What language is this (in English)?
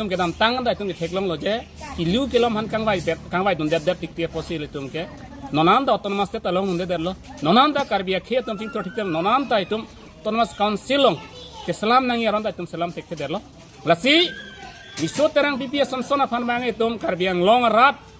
Karbi